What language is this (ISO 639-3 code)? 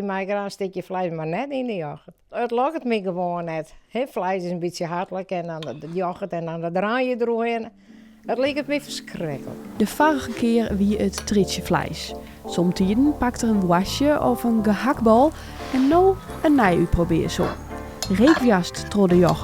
fry